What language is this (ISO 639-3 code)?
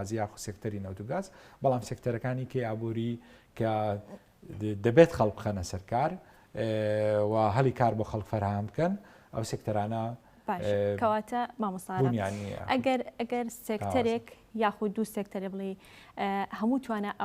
ckb